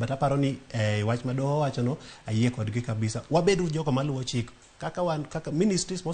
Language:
Luo (Kenya and Tanzania)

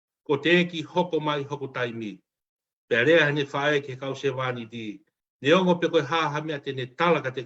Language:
Tongan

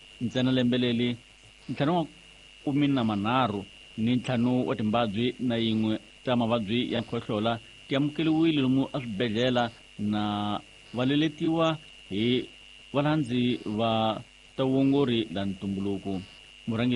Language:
Tsonga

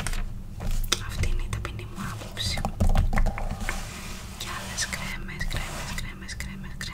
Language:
Greek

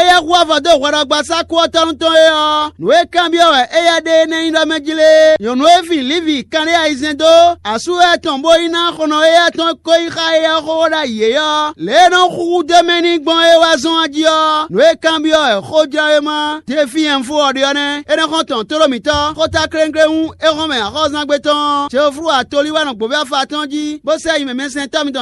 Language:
Fon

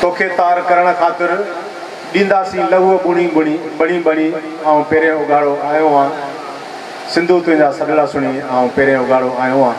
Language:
Sindhi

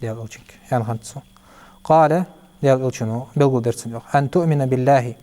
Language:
Ingush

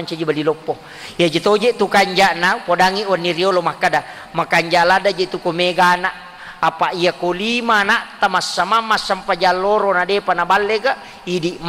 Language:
Buginese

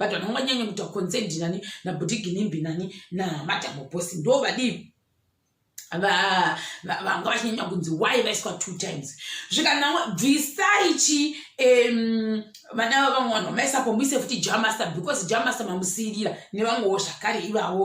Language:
Shona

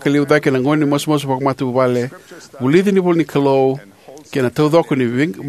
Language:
Fijian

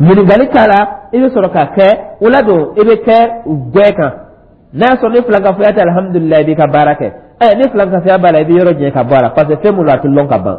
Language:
Dyula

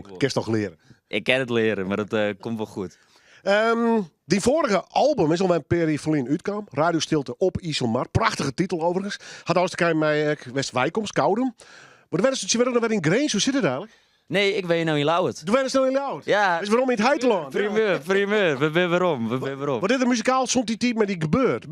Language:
Western Frisian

